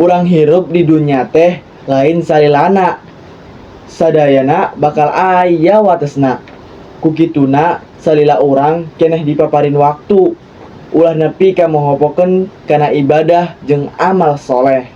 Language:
Sundanese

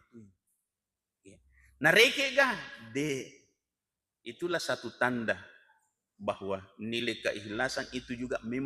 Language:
Buginese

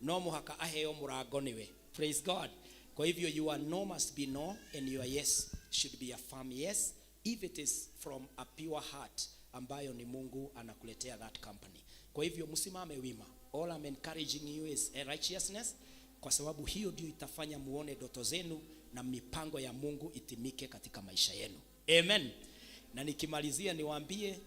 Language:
Kikuyu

